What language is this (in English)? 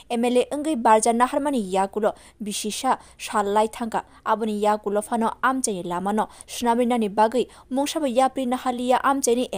Kok Borok